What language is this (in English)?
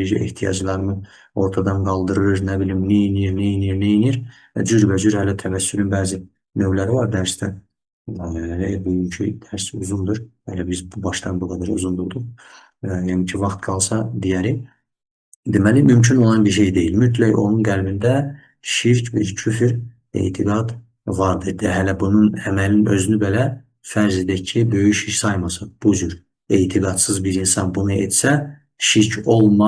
Azerbaijani